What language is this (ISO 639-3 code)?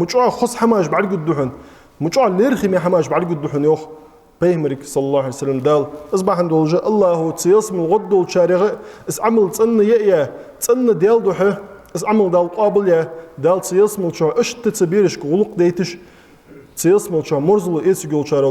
inh